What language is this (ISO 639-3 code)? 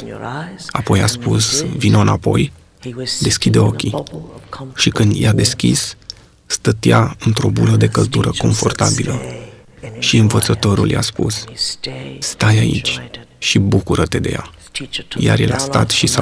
ron